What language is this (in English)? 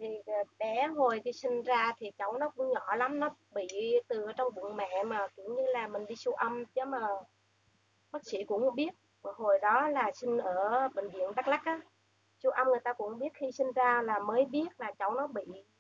Vietnamese